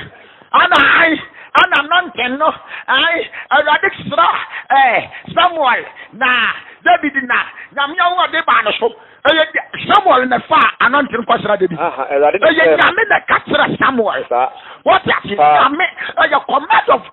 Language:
Akan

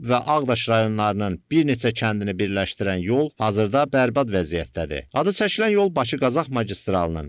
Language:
Azerbaijani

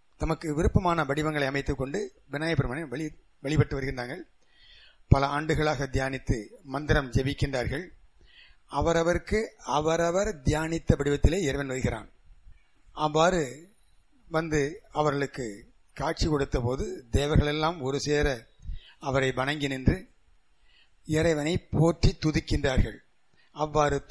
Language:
Tamil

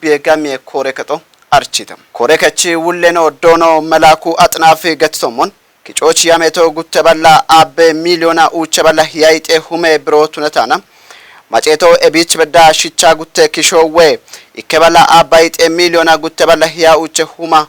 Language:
Kafa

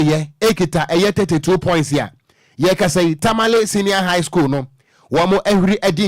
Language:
Akan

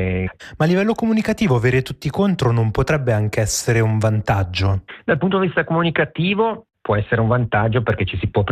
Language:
Italian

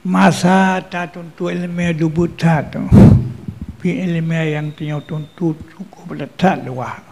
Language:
Achinese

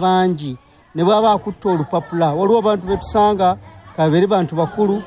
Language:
Ganda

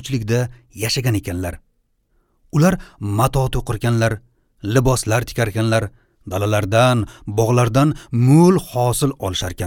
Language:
Uzbek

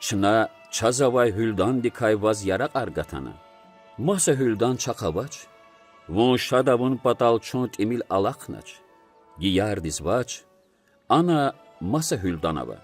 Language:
Lezghian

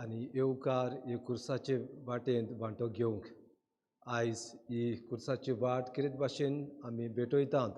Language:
Konkani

